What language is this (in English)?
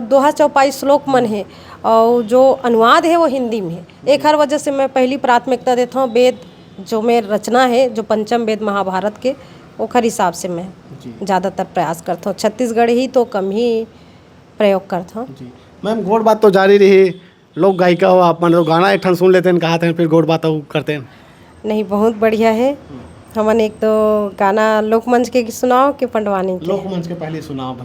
Chhattisgarhi